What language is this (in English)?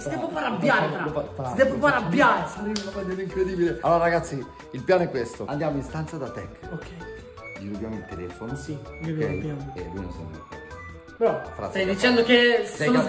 Italian